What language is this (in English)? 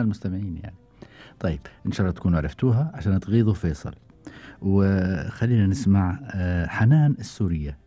Gulf Arabic